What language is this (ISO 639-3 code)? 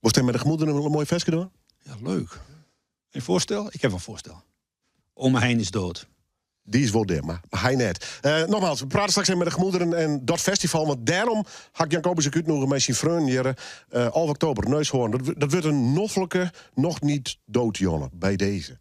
fry